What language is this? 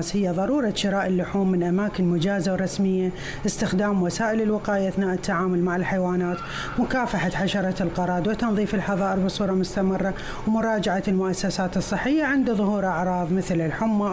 Arabic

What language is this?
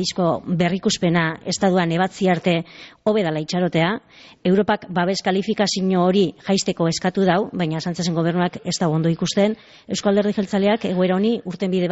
Basque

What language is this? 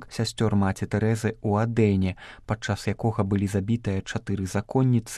Belarusian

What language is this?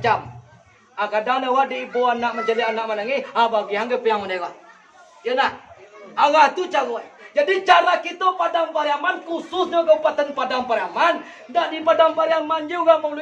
Minangkabau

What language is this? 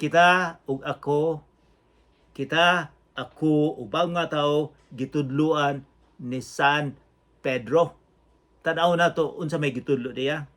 Cebuano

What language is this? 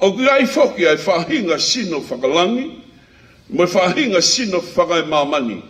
Tongan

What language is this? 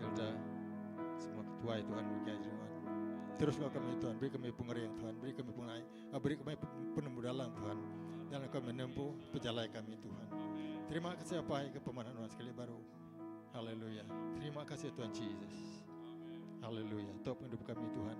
Iban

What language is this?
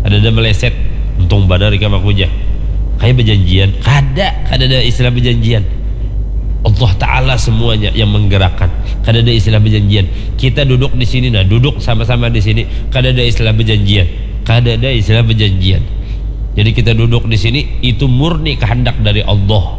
Banjar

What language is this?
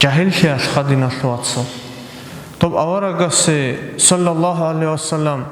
Avaric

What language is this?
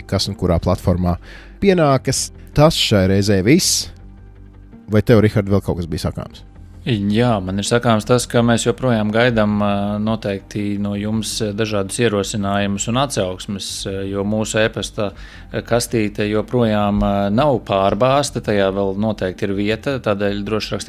Latvian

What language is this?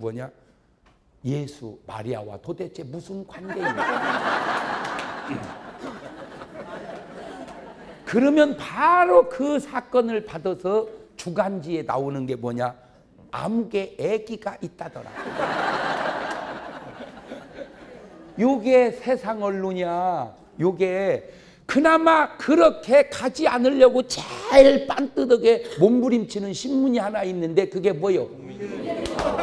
Korean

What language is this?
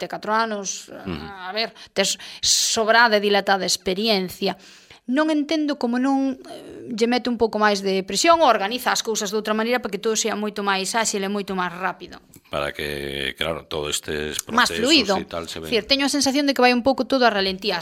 Galician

